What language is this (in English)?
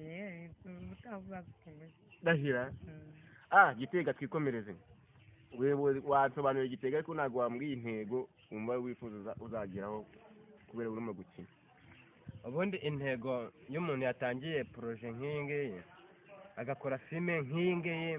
Kinyarwanda